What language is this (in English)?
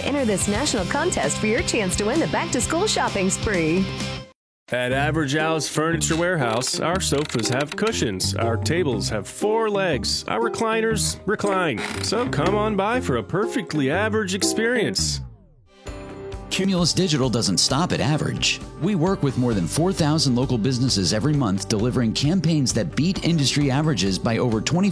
English